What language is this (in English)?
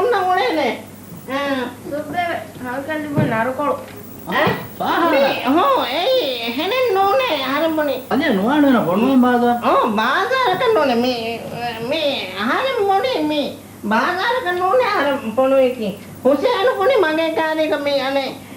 Divehi